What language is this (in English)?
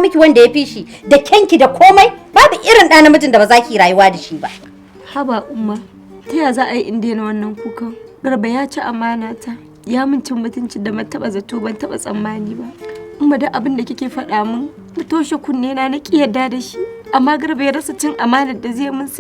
Hausa